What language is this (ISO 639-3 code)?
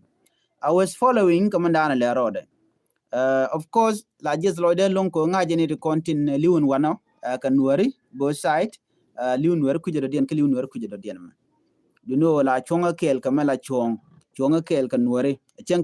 nus